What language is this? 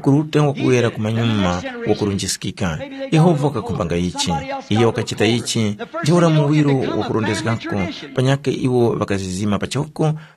Tumbuka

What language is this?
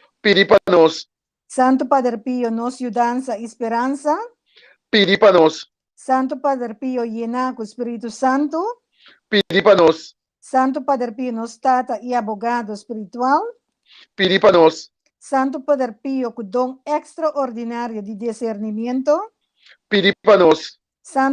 Papiamento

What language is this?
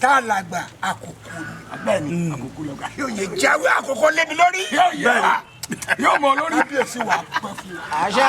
Yoruba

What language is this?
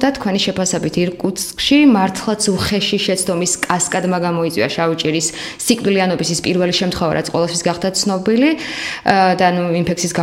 Georgian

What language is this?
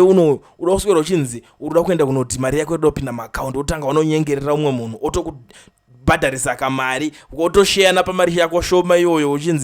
Shona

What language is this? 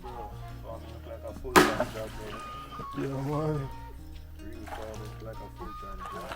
Jamaican Creole English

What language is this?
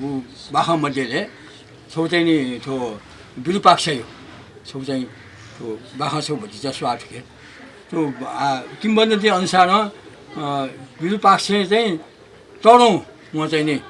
Newari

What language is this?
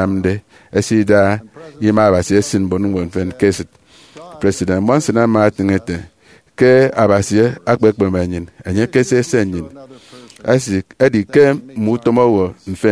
Efik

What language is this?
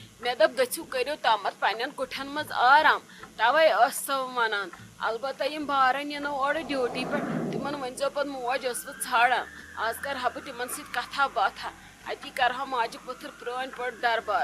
Kashmiri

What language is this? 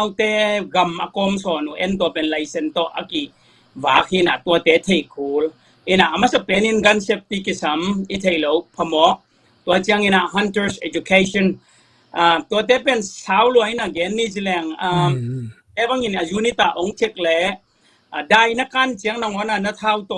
Tedim Chin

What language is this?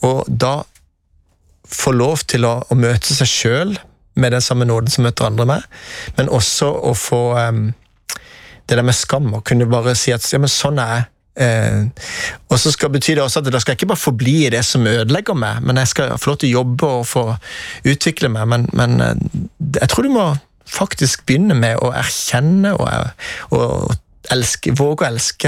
Norwegian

